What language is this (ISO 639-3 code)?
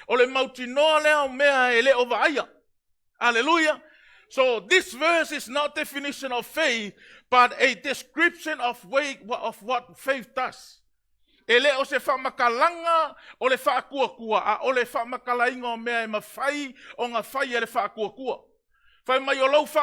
smo